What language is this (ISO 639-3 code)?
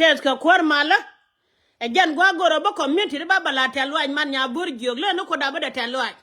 nus